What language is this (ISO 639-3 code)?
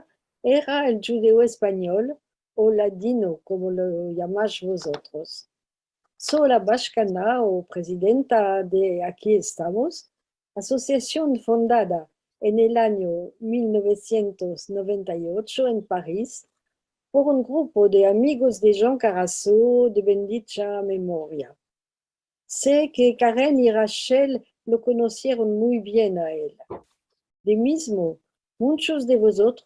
lad